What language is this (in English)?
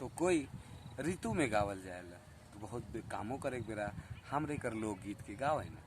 Sadri